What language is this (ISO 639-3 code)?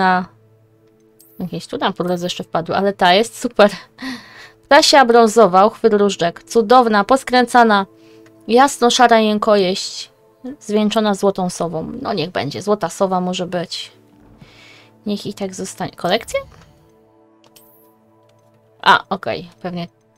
pol